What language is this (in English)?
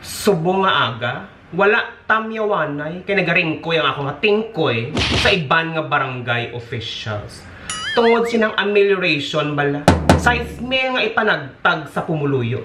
Hiligaynon